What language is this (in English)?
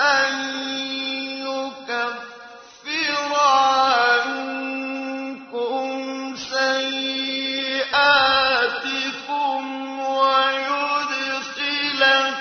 Arabic